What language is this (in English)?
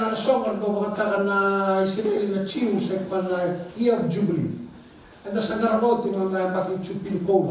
Fijian